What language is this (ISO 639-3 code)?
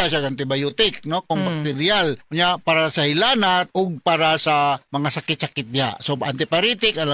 ceb